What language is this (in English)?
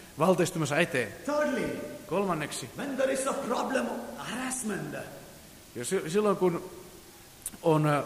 Finnish